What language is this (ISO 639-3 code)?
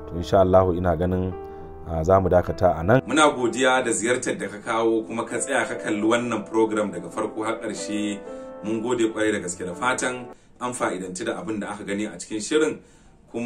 hau